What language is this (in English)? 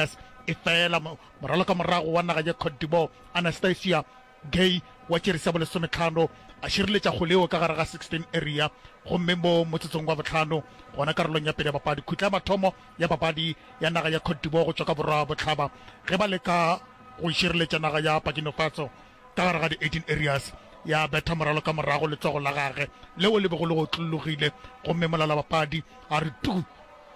Northern Sotho